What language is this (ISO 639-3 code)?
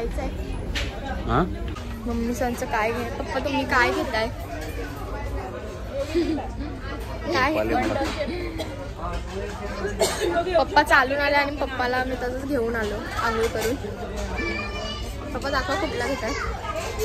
mar